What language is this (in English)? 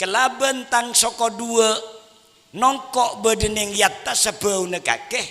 Madurese